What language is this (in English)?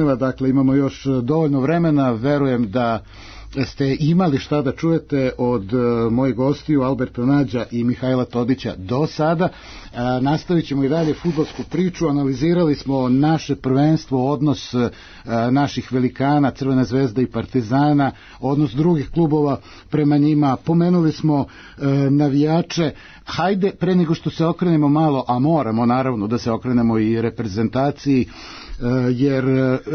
Serbian